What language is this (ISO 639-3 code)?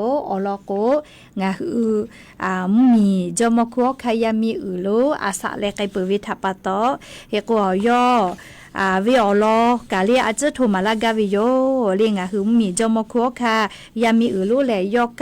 lhu